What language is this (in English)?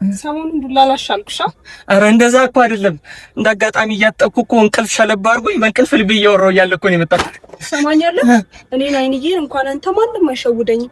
Amharic